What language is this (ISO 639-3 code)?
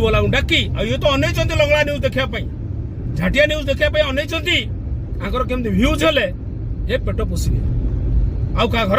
ori